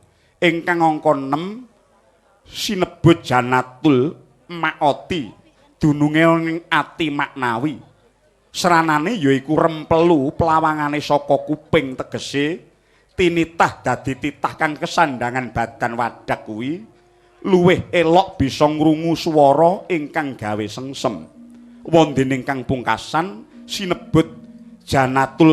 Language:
Javanese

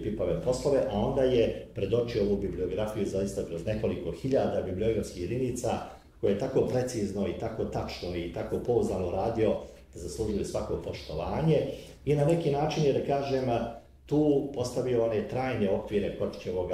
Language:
Serbian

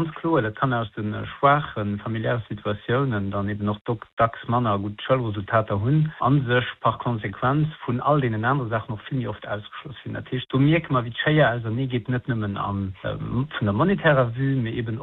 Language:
Luxembourgish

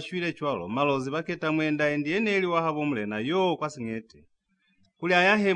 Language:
Lozi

